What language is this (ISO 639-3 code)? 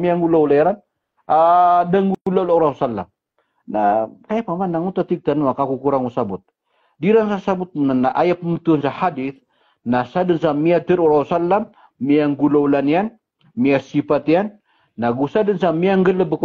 mrw